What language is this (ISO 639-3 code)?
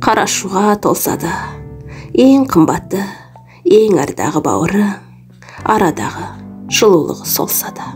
kaz